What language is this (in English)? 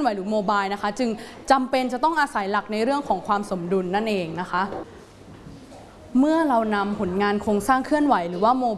Thai